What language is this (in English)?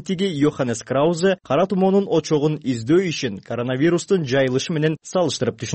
Kyrgyz